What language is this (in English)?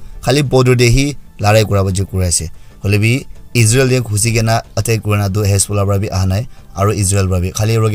Naga Pidgin